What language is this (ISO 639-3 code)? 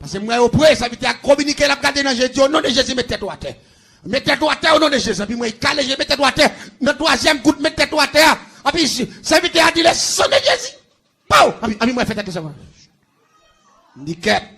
hat